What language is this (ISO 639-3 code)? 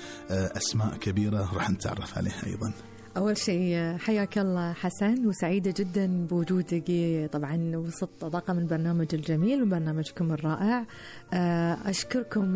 afb